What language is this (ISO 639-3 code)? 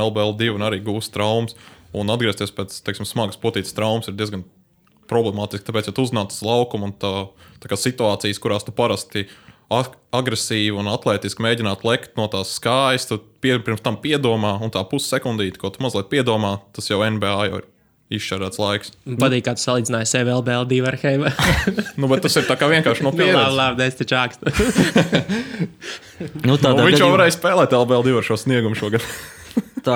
lav